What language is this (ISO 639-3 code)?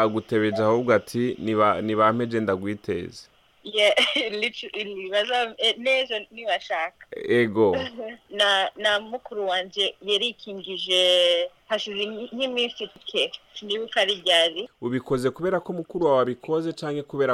run